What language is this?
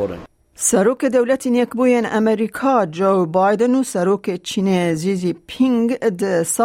Kurdish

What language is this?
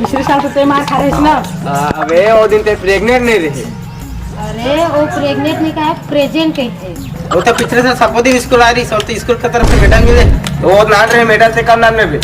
Chhattisgarhi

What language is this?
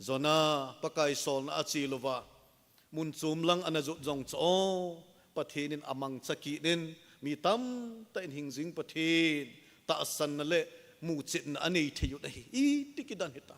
Thado Chin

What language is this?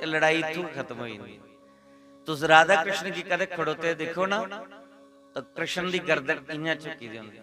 Dogri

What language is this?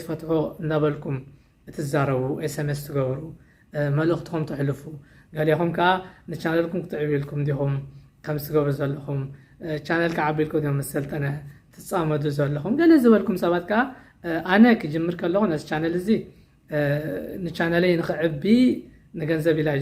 Tigrinya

